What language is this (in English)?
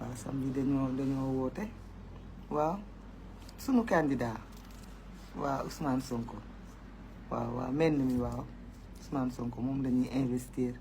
Wolof